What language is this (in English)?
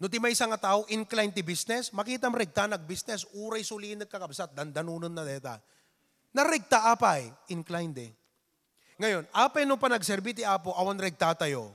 Iloko